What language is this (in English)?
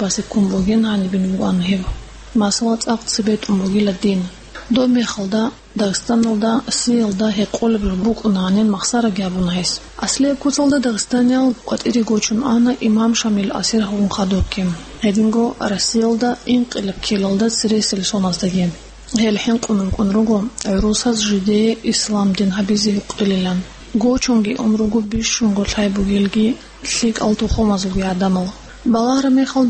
Avaric